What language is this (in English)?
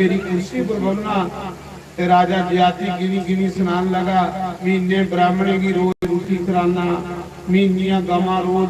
Dogri